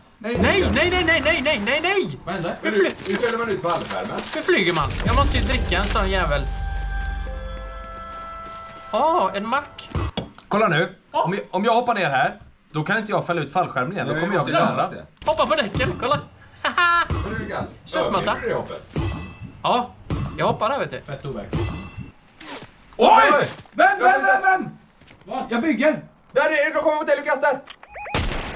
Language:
Swedish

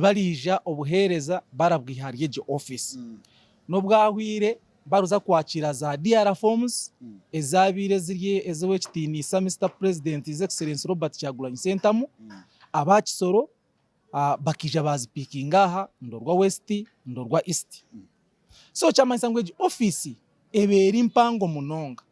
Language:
Nyankole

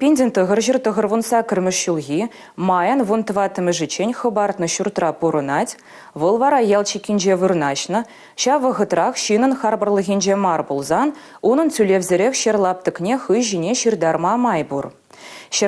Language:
Chuvash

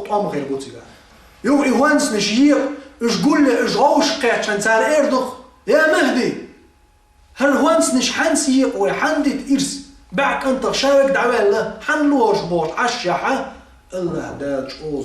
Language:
Chechen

